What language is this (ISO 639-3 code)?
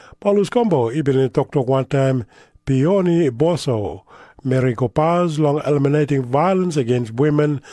tpi